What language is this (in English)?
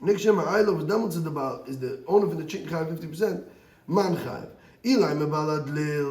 Yiddish